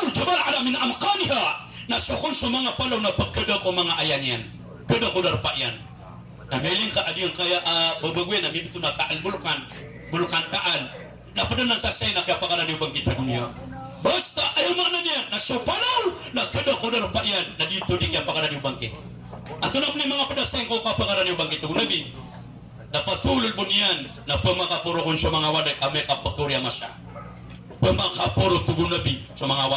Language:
Maranao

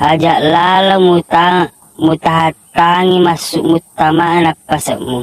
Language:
Buginese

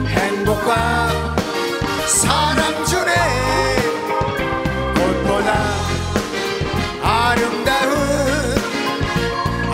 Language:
Korean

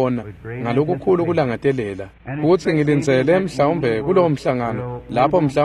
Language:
Swati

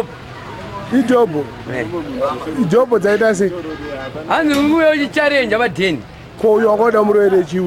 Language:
Shona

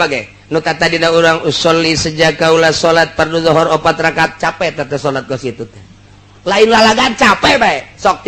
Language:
Sundanese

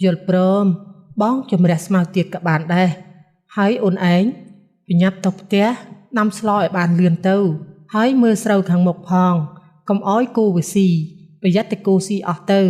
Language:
Khmer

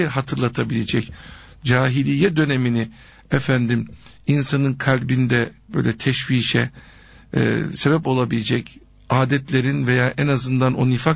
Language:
Turkish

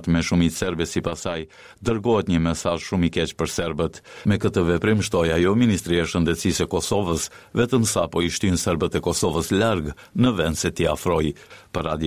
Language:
Albanian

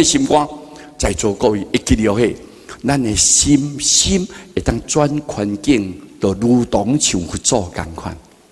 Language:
Min Nan Chinese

